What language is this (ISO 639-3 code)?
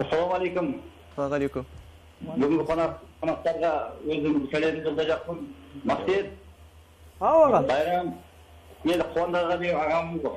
kaa